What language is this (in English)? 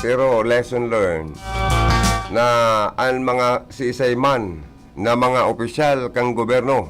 Bikol